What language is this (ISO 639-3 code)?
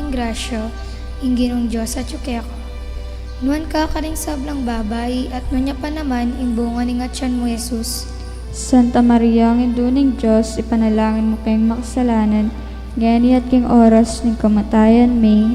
pam